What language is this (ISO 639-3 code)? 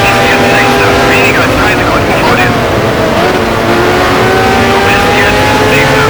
bar